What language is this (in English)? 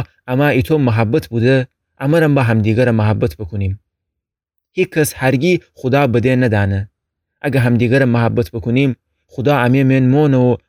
Gilaki